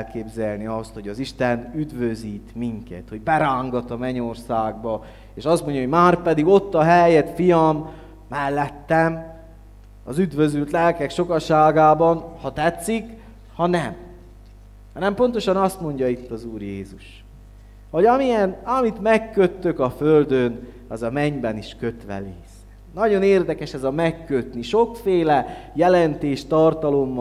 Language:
Hungarian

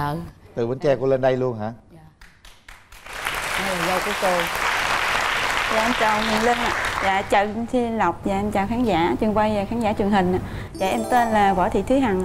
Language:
Vietnamese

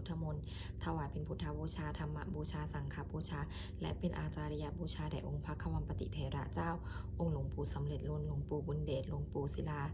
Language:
Pali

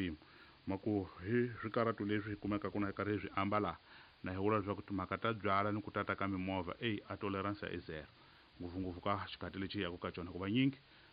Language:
Tsonga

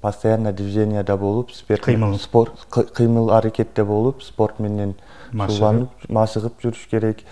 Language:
Kyrgyz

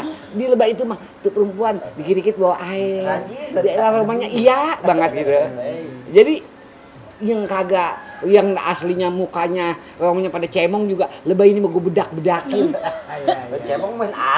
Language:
Betawi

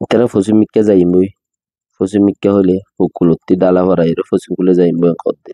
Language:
Rohingya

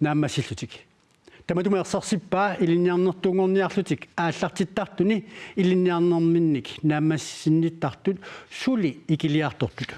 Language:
Kalaallisut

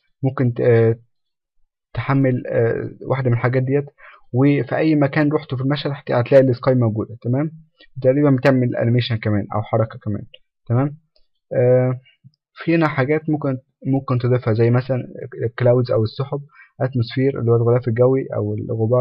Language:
Egyptian Arabic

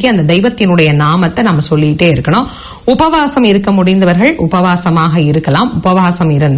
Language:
Tamil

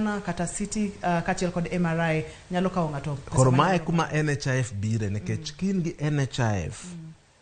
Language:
Luo (Kenya and Tanzania)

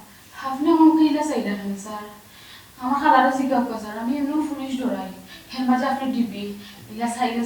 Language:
Sylheti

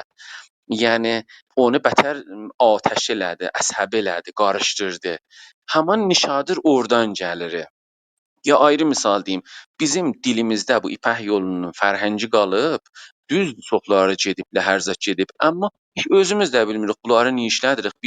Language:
South Azerbaijani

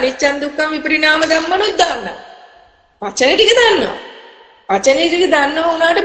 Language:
Sinhala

